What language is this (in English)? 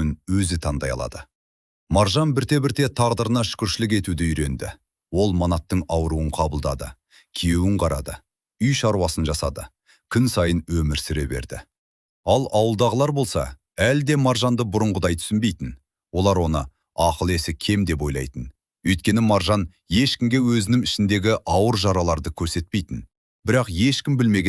Kazakh